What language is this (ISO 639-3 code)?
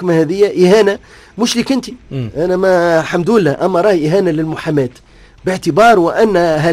aeb